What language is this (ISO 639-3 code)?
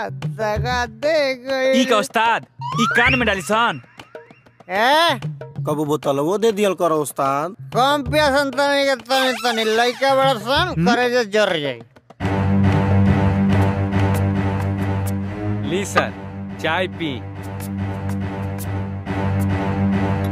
bho